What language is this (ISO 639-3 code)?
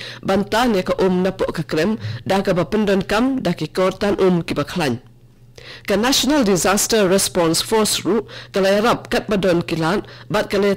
kha